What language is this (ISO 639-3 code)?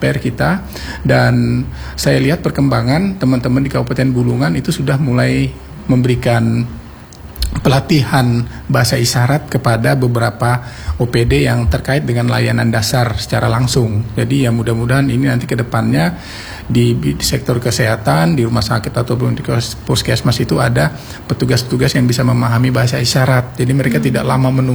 ind